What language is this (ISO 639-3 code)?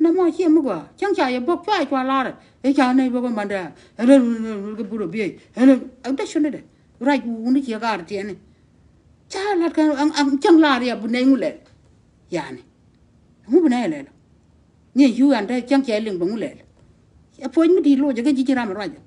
nus